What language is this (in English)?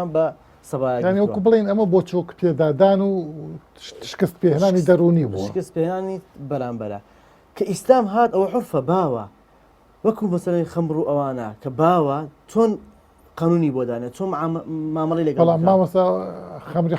Central Kurdish